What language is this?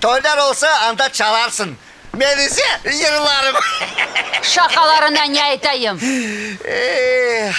Crimean Tatar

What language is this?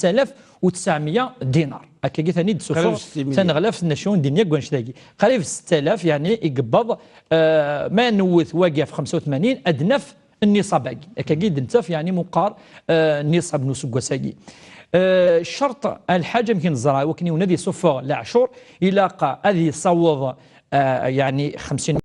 Kabyle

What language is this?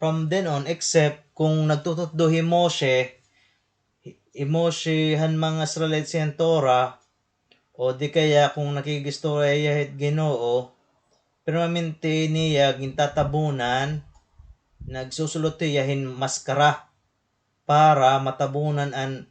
Waray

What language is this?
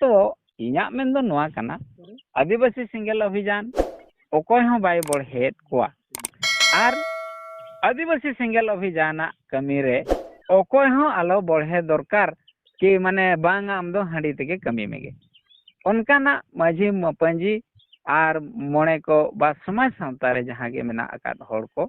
Santali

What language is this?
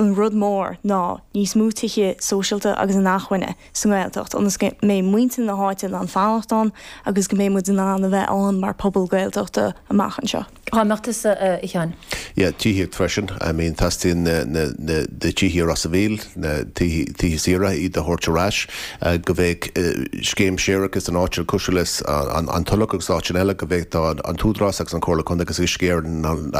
Irish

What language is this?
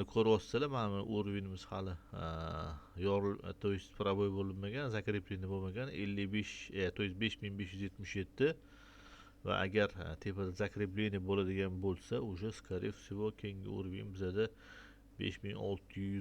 Uzbek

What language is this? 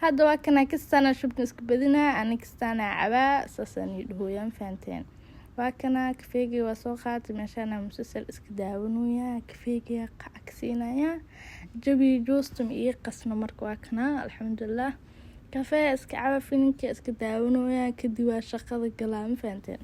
Somali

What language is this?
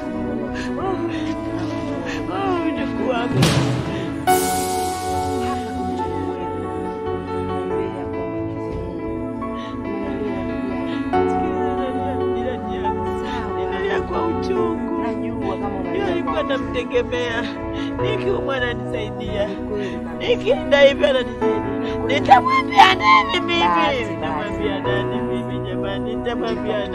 Swahili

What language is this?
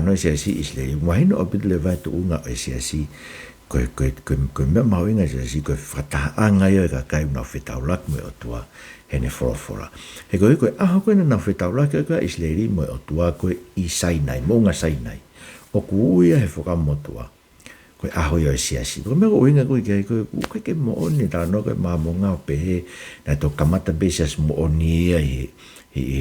Tongan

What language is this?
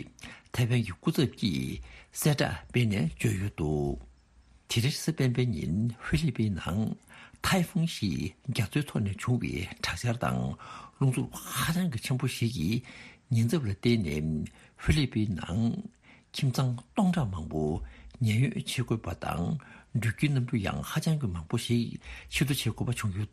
Tibetan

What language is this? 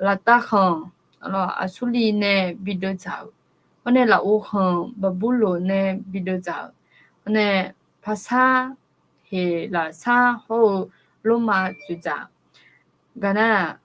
Akha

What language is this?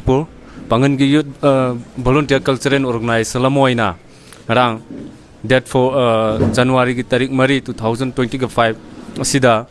Manipuri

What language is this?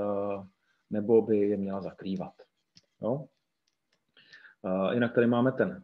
Czech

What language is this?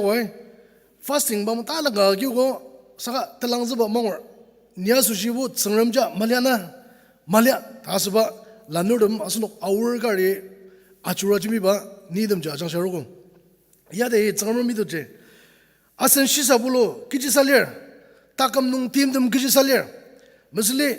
Ao Naga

